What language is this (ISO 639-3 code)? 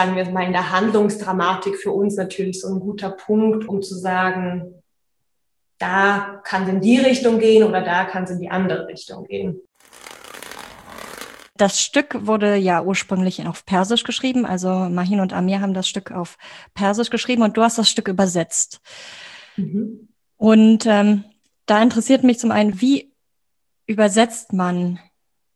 deu